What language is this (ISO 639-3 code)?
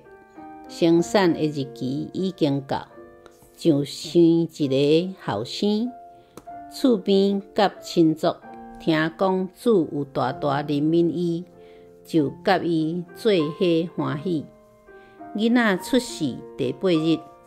nan